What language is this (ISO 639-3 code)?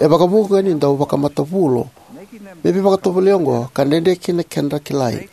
fij